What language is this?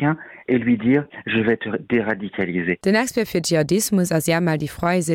Luxembourgish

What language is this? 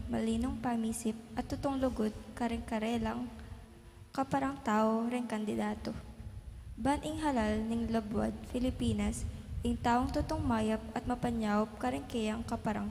Pampanga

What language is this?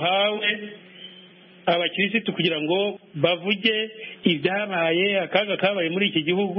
Kinyarwanda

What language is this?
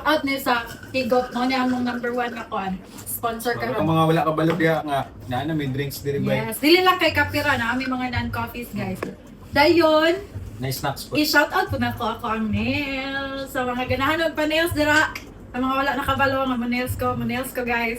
Cebuano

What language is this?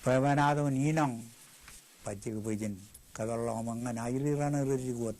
Marshallese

